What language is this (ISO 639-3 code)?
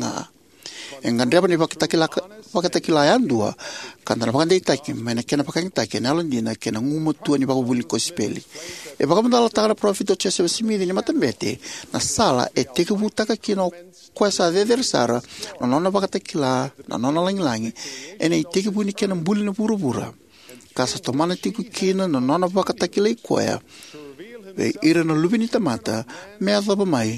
fij